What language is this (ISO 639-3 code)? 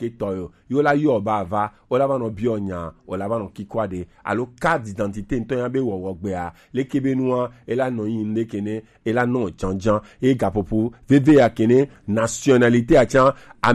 gej